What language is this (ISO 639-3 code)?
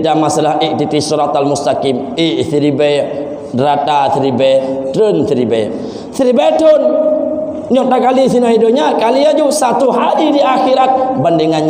ace